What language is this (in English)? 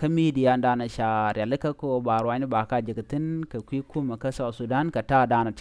Nuer